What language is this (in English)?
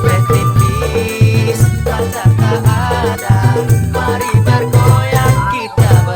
Minangkabau